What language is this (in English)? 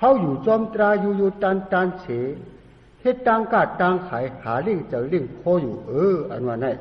Shan